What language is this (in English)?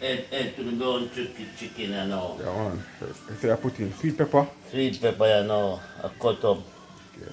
Jamaican Creole English